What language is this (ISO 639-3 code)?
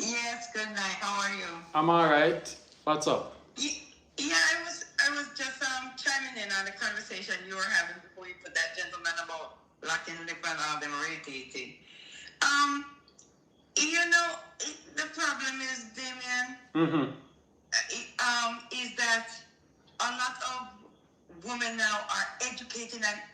jam